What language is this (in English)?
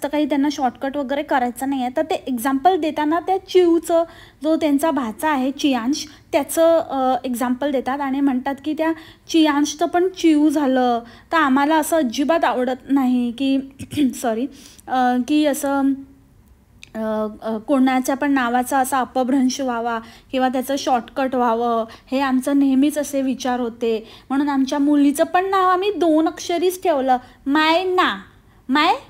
Marathi